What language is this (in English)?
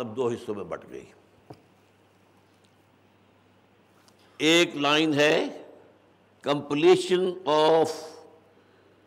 Urdu